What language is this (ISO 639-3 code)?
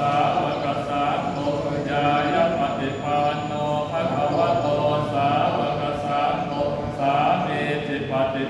pli